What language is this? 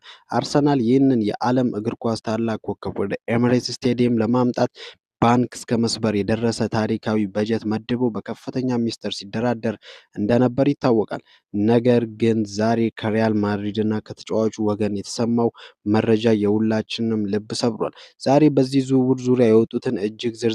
Amharic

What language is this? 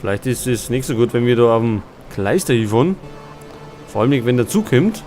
Bavarian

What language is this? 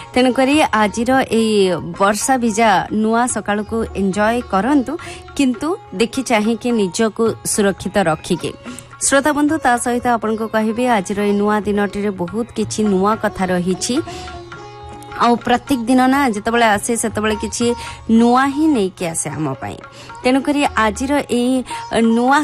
Odia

